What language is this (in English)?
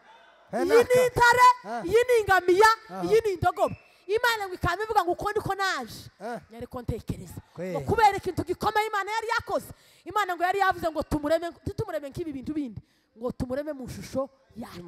Kinyarwanda